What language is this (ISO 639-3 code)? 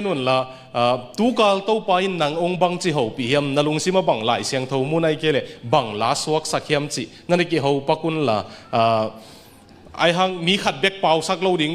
ctd